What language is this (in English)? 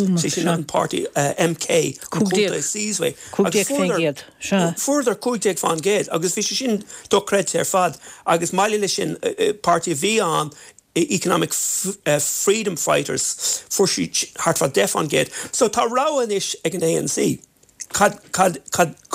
Irish